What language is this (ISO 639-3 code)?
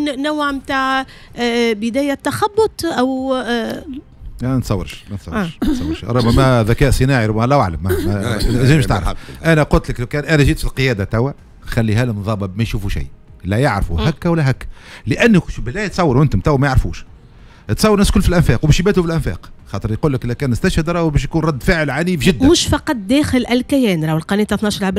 aeb